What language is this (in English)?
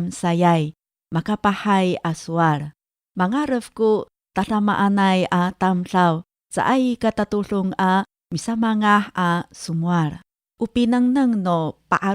Amis